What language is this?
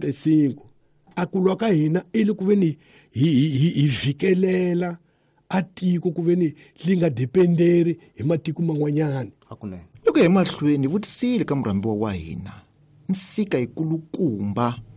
Tsonga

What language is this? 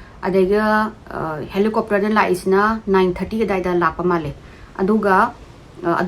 Manipuri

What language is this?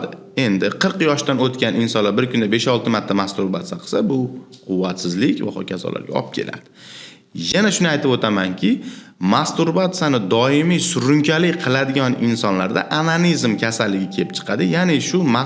Uzbek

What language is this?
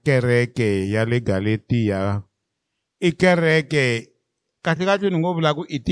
Tsonga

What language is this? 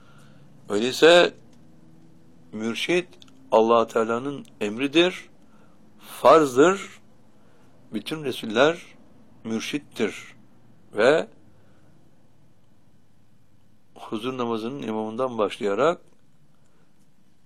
Turkish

